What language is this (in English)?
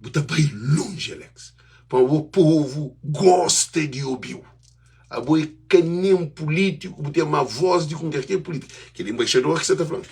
Kabuverdianu